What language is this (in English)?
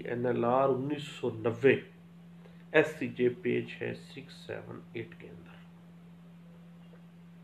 Urdu